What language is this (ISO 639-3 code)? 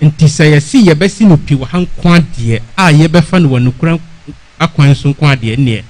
aka